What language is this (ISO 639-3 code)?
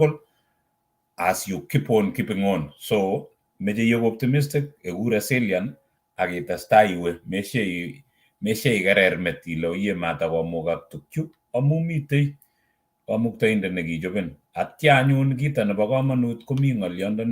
kln